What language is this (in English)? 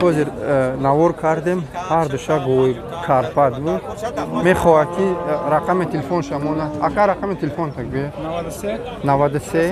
Tajik